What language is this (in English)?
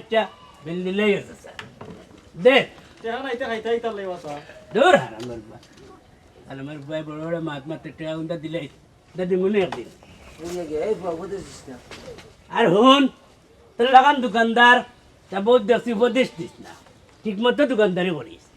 Sylheti